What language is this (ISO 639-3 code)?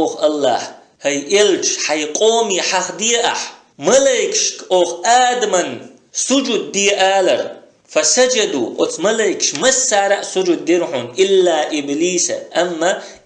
che